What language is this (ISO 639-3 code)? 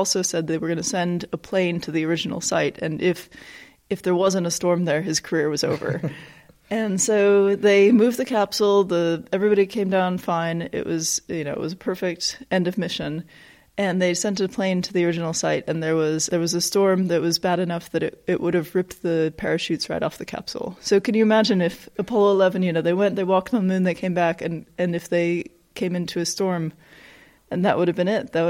eng